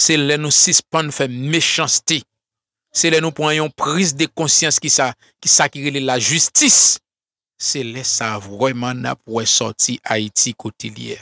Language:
Haitian Creole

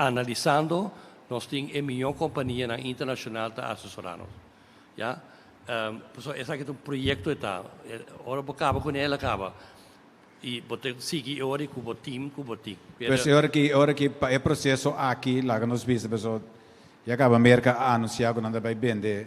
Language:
Papiamento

